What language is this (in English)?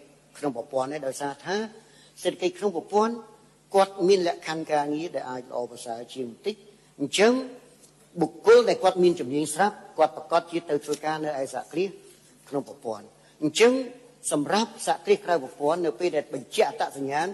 Khmer